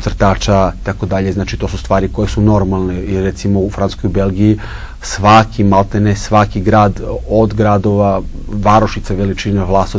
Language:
Serbian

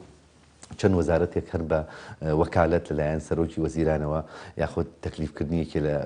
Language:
Central Kurdish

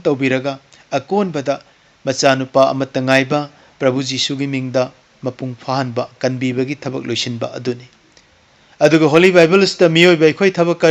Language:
Manipuri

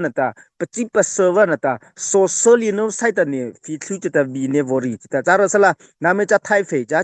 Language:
Mara Chin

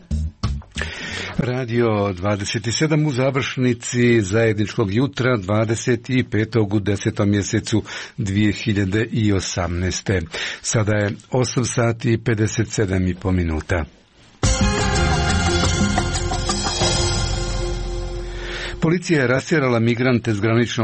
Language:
Croatian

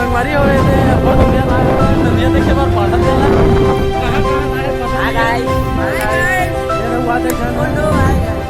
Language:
Chhattisgarhi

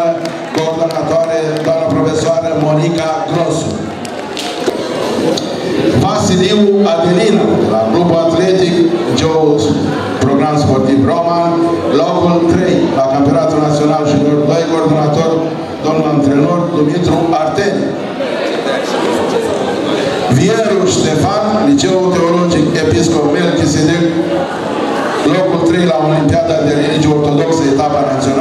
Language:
Romanian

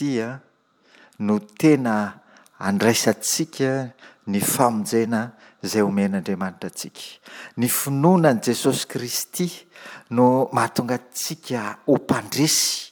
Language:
Malagasy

